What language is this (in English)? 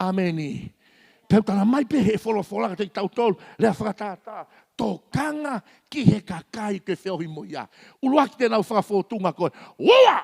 Tongan